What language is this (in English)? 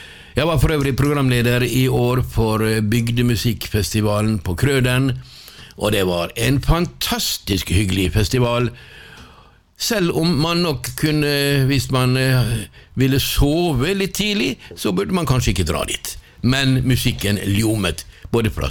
Norwegian